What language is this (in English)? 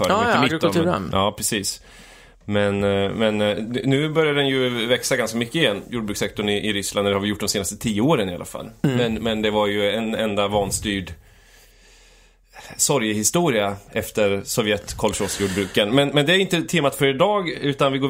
Swedish